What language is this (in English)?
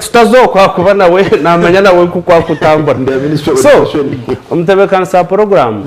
Nyankole